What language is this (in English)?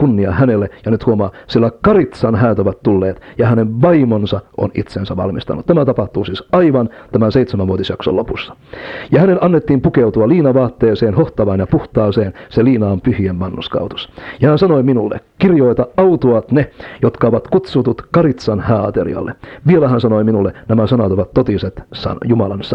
Finnish